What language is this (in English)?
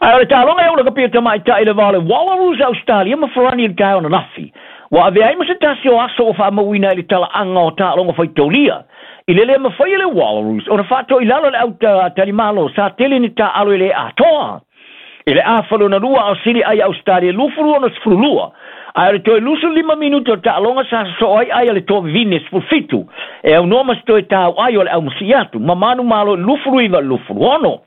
Samoan